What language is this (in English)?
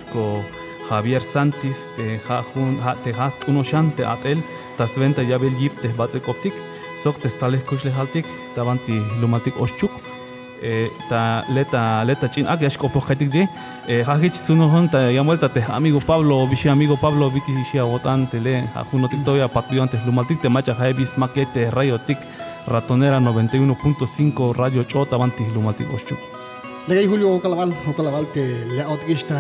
Tzeltal